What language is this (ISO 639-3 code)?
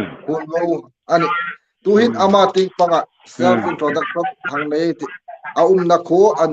hmr